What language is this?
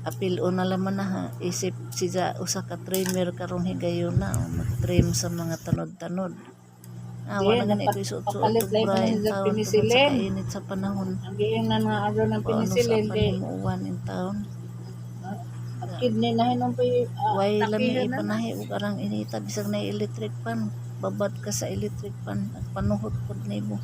Cebuano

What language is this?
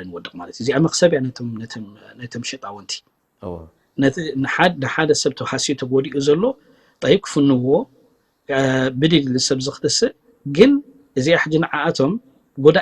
Tigrinya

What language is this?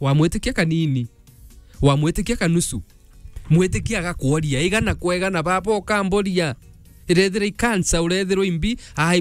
Meru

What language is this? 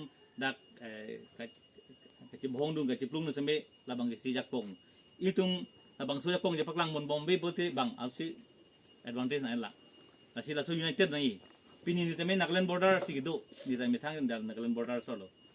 Karbi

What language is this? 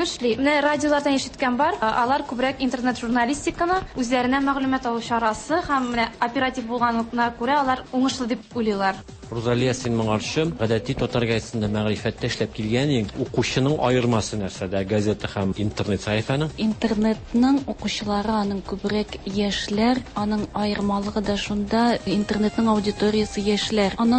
Tatar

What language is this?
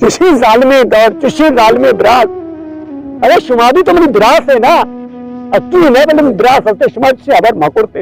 Baluchi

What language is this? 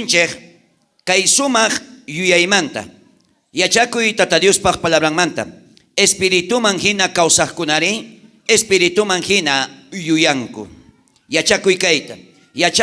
South Bolivian Quechua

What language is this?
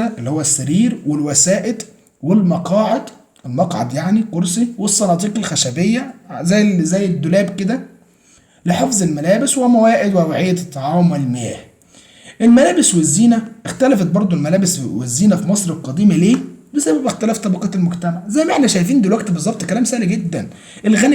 Egyptian Arabic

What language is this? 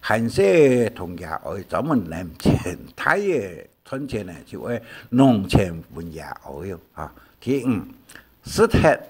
Hakka Chinese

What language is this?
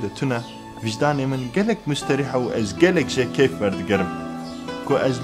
Kurdish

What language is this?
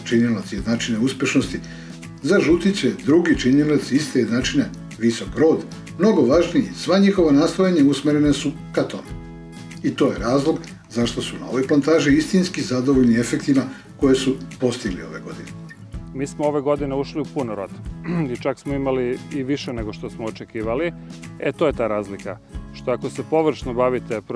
Serbian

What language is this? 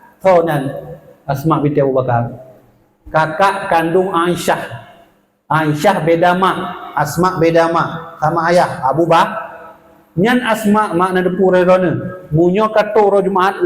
Achinese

